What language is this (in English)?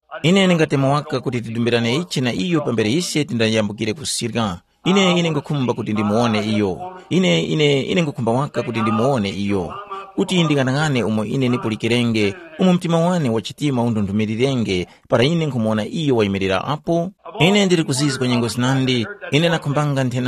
Tumbuka